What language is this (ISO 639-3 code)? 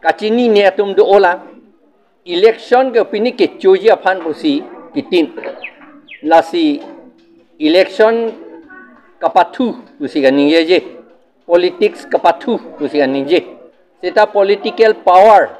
mjw